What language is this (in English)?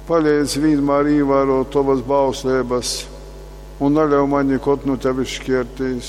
Latgalian